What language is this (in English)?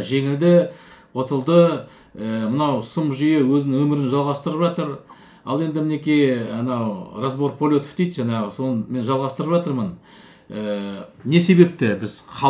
Kazakh